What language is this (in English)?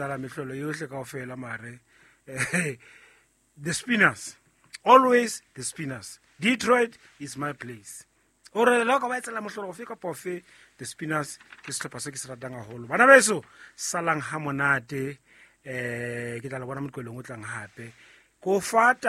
Southern Sotho